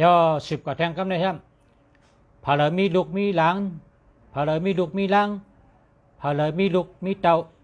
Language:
Shan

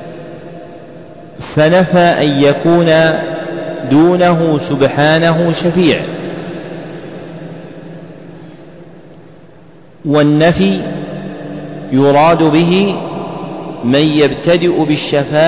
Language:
Arabic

